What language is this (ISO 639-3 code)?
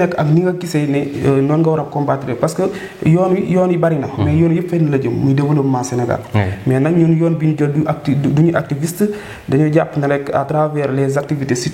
wol